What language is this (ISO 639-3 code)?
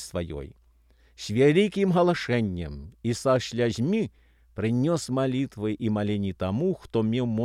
bel